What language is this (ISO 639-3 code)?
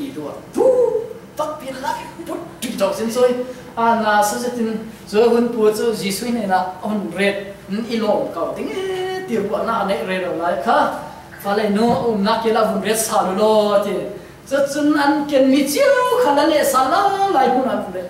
cfm